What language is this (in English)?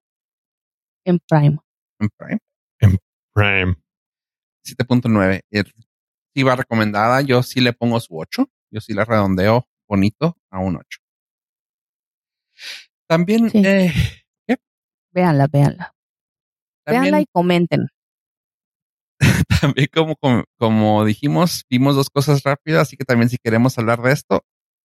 Spanish